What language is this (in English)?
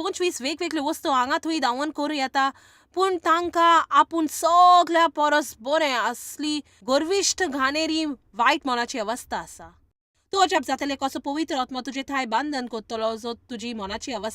Konkani